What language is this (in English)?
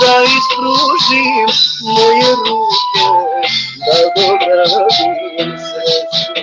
Balkan Romani